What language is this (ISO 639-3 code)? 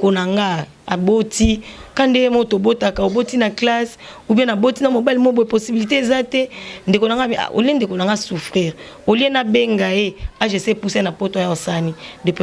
lin